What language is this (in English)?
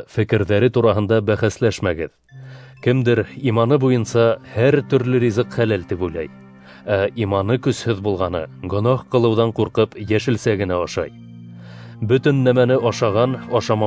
Bashkir